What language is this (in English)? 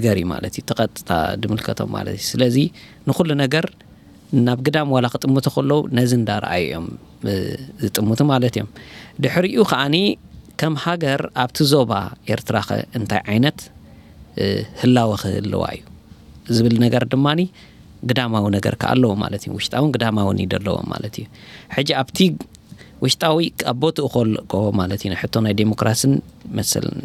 Tigrinya